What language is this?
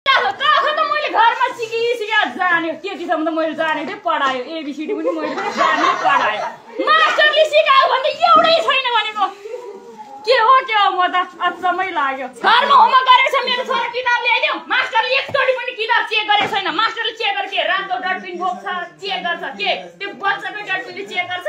Nepali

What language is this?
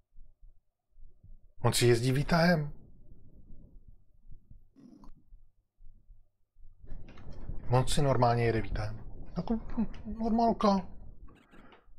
Czech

